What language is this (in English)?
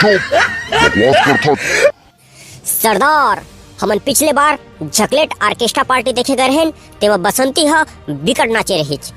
Chhattisgarhi